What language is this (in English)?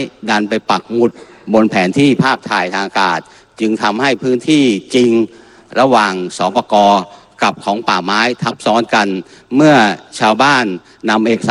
Thai